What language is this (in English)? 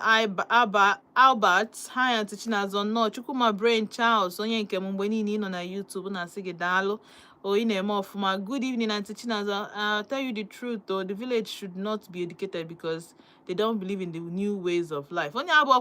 Igbo